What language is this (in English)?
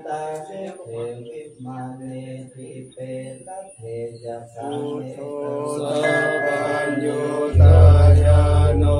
Pali